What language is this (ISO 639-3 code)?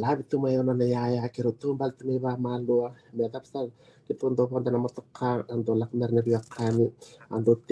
fij